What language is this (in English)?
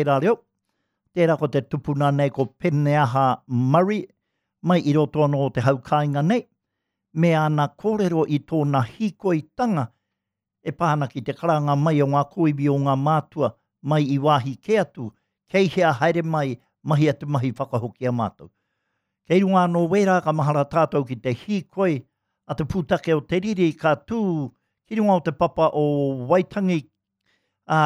Māori